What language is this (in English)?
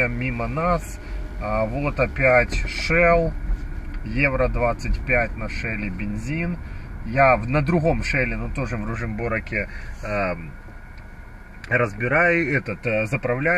Russian